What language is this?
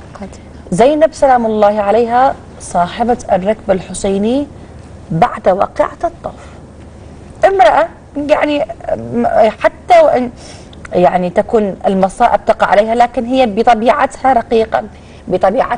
Arabic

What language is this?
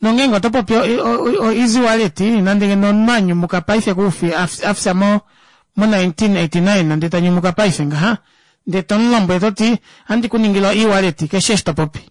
Kuanyama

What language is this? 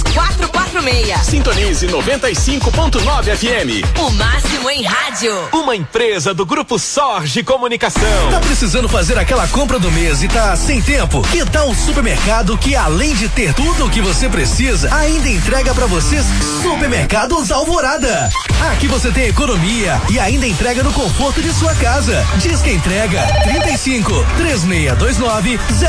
Portuguese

